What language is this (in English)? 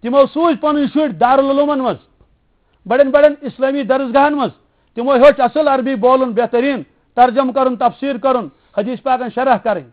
Kashmiri